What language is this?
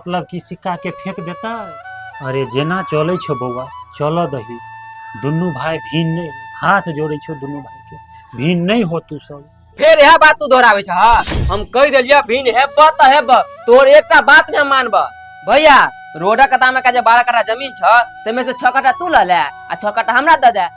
Maithili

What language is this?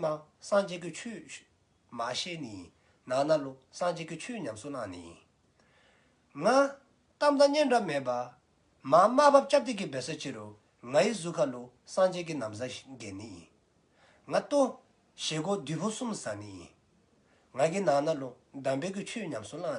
Dzongkha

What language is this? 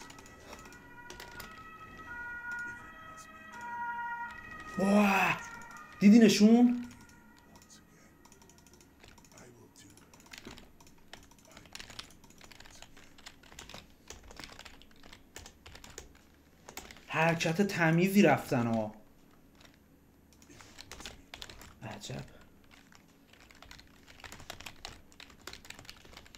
Persian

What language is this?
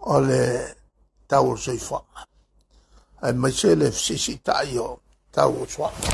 Samoan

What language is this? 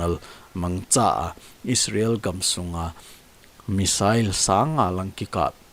Thado Chin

